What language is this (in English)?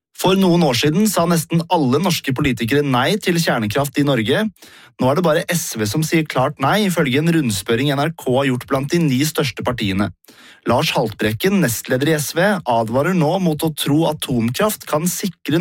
Norwegian